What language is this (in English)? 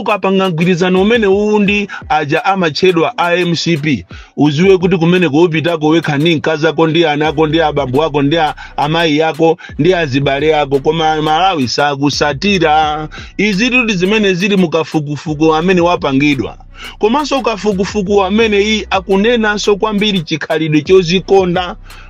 Nyanja